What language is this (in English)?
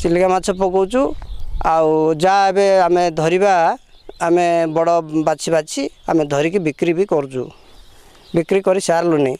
Odia